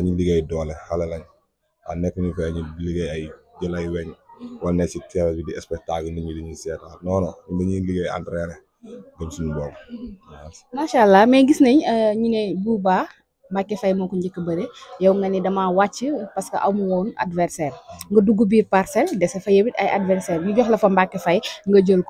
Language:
Wolof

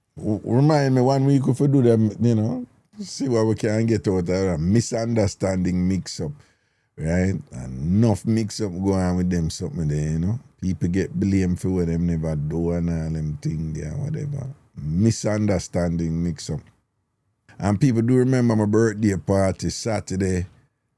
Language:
Jamaican Creole English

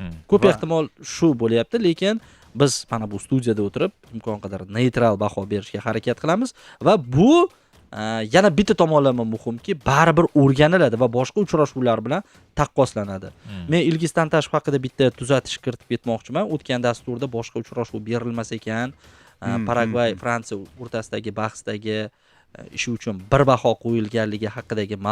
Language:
Uzbek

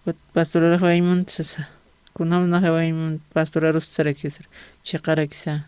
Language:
Aymara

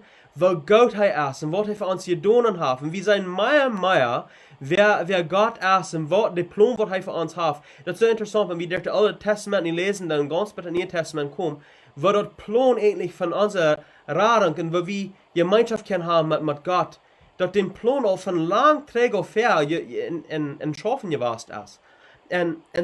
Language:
Plautdietsch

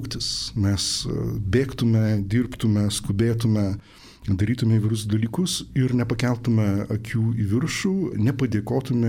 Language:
Lithuanian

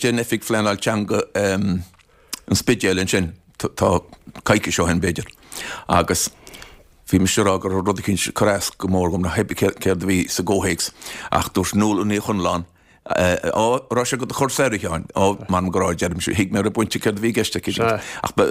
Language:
Irish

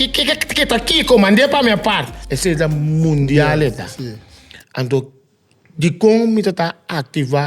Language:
Papiamento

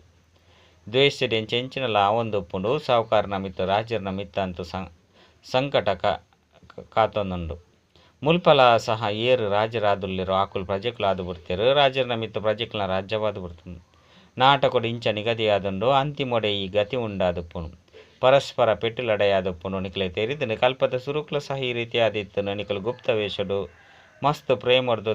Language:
Tulu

